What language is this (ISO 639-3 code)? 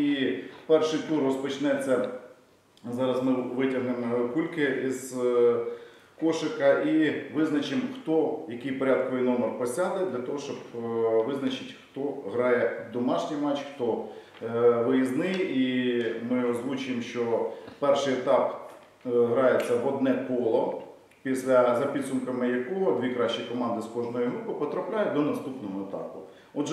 ukr